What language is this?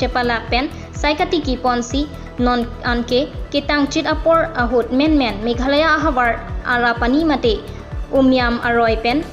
Karbi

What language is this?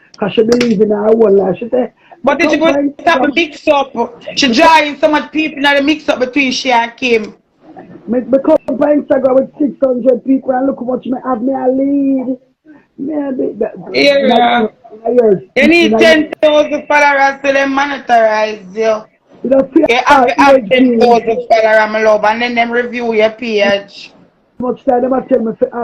Jamaican Creole English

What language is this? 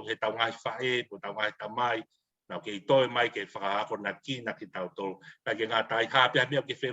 Tongan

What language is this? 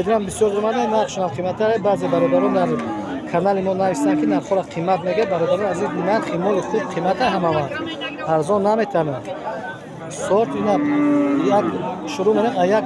Tajik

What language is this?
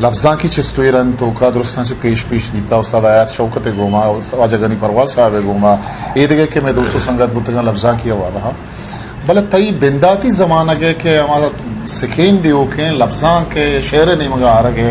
Eastern Balochi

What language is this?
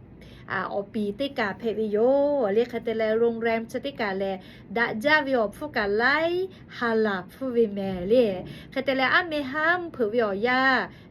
Lahu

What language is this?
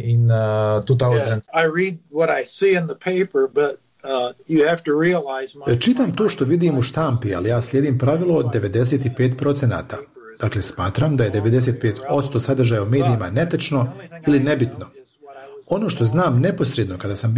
Bosnian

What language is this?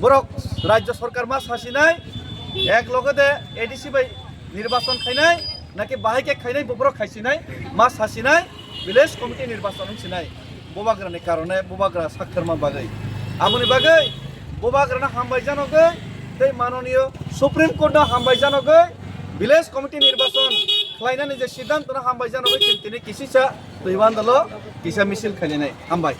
Kok Borok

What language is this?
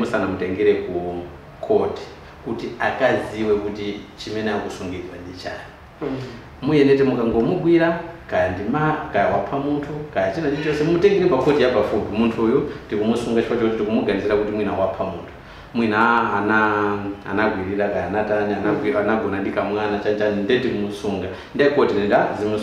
Nyanja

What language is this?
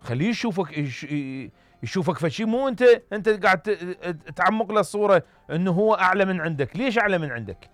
Mesopotamian Arabic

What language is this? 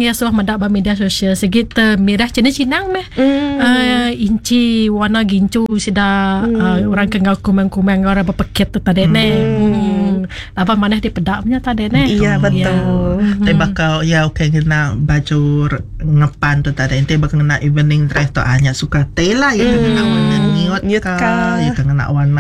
Iban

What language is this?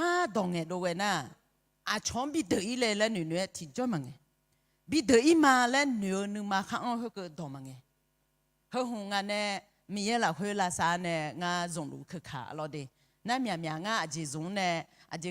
Akha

